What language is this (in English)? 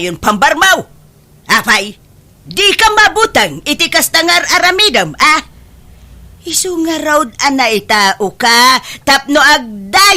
Iloko